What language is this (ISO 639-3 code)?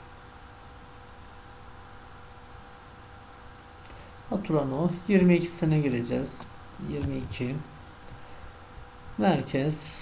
tur